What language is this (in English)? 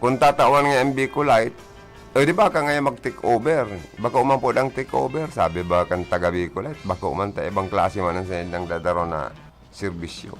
Bikol